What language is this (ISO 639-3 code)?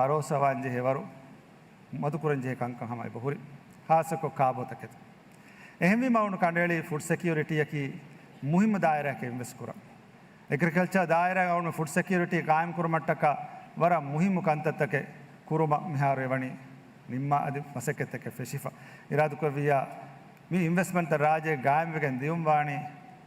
div